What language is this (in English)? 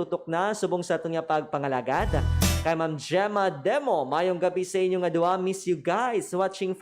Hiligaynon